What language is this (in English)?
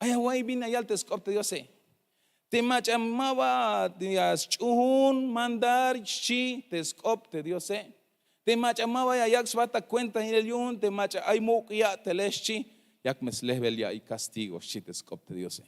Tzeltal